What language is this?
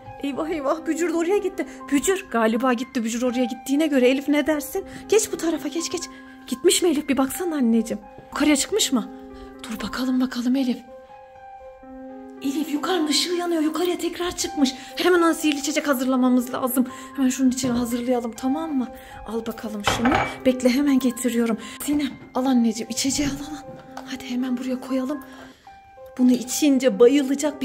Turkish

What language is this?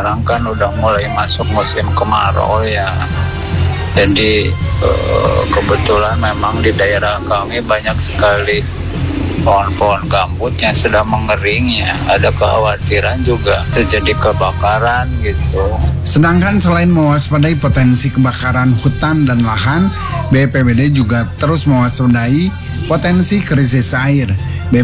Indonesian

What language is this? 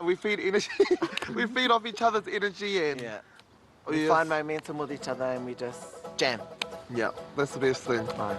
Māori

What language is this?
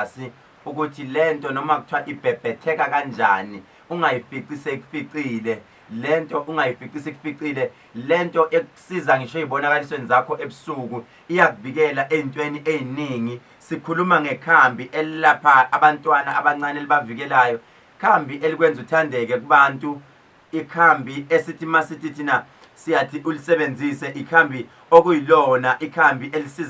Zulu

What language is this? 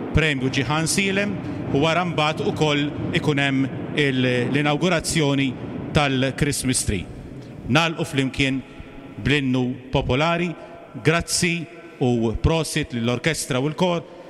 Maltese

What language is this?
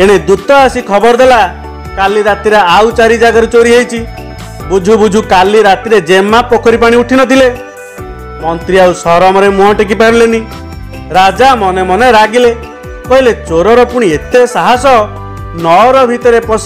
Odia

